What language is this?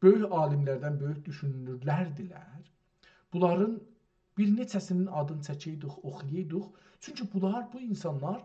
South Azerbaijani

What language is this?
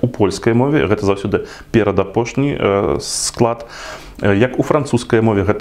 Belarusian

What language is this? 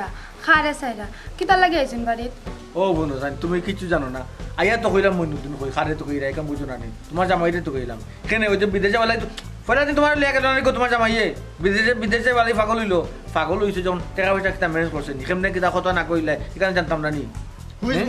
Sylheti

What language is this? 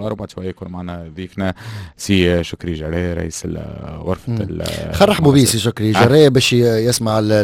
Tunisian Arabic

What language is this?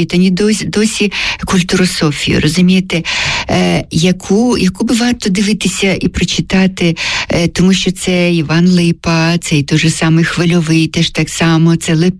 Ukrainian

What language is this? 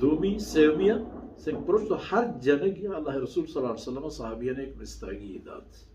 Baluchi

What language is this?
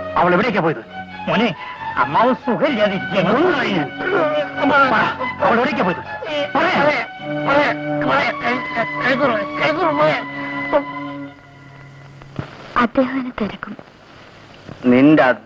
Malayalam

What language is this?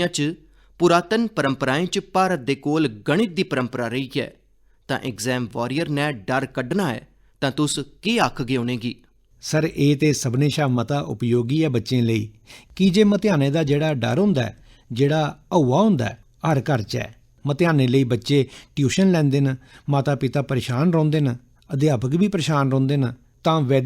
Dogri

